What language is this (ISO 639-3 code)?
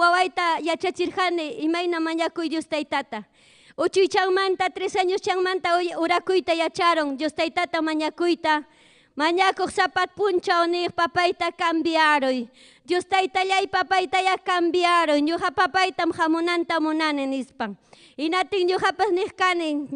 quy